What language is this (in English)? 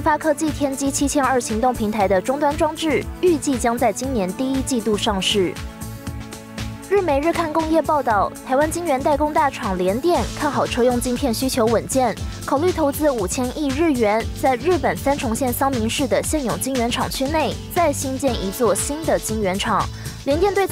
Chinese